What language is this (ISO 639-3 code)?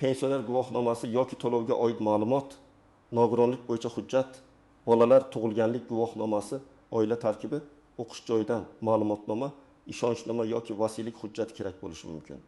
uzb